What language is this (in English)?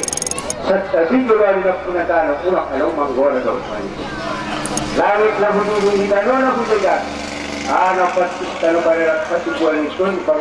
Batak Angkola